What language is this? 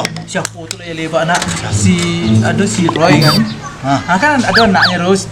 Minangkabau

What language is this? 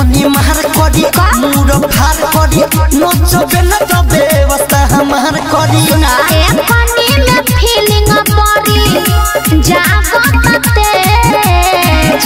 Bhojpuri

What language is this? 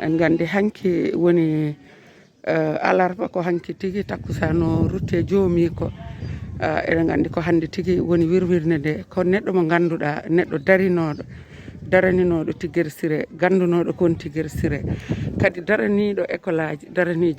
Fula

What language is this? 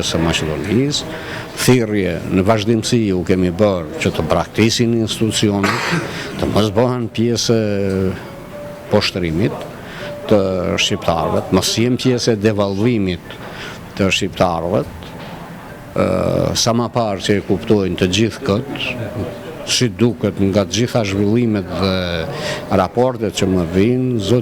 Albanian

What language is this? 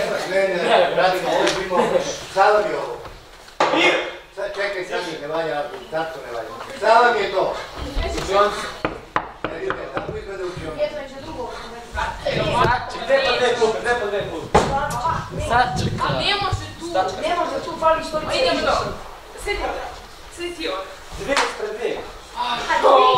Serbian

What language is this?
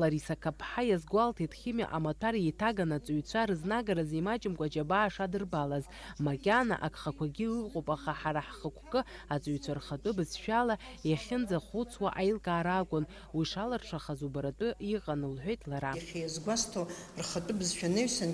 Abkhazian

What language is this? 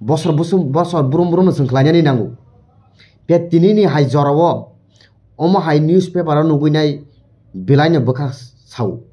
Kok Borok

